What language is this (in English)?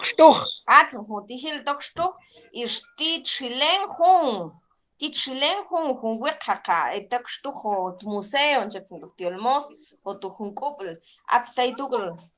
Mam